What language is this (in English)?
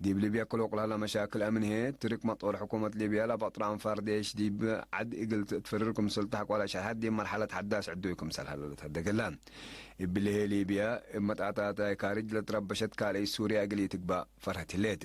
Tigre